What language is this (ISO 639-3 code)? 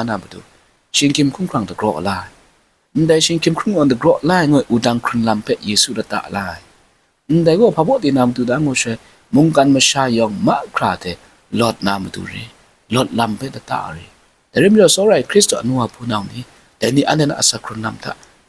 kac